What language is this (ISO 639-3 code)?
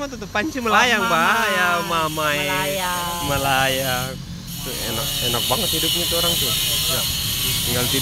ind